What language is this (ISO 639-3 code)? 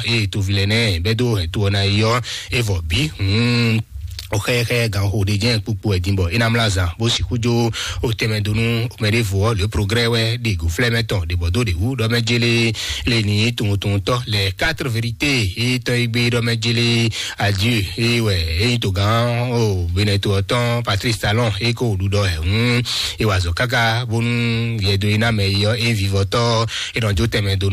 fon